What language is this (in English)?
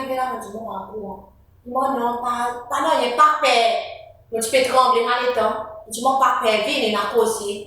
Seselwa Creole French